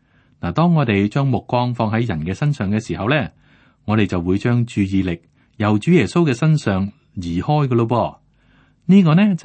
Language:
Cantonese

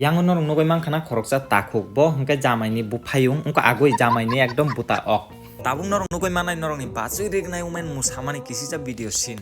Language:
Kok Borok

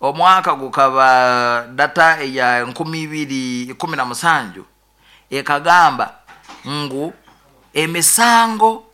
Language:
Nyoro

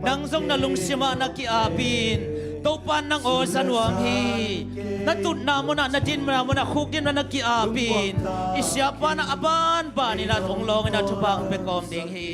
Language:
Tedim Chin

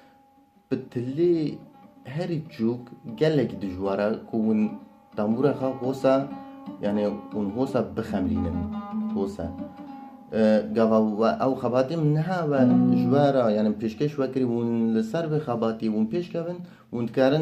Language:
Kurdish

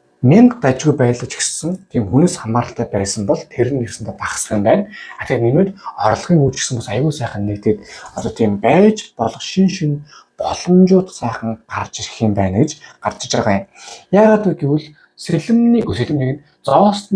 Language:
Mongolian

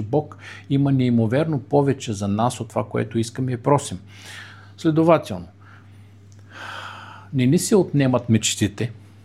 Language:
Bulgarian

